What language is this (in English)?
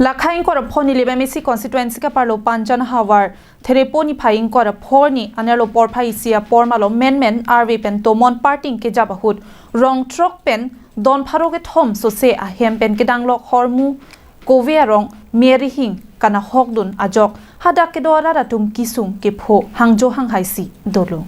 Karbi